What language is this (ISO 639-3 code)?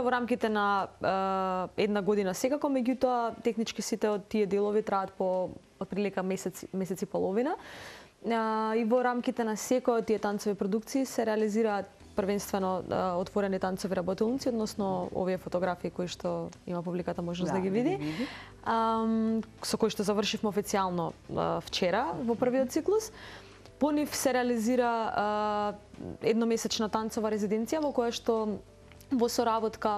mkd